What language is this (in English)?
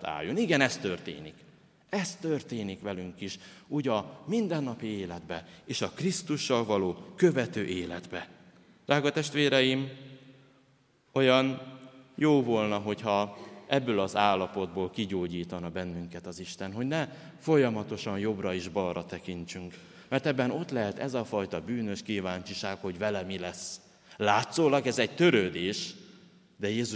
Hungarian